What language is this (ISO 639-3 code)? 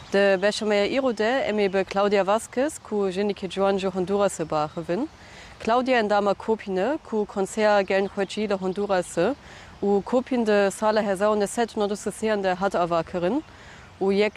kur